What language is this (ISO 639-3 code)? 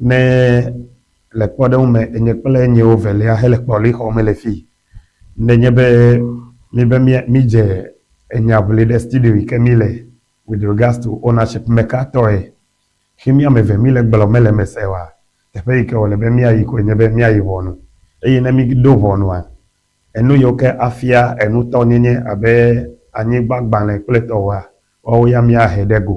ewe